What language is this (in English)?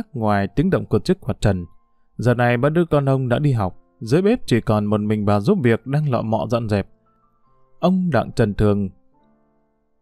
Vietnamese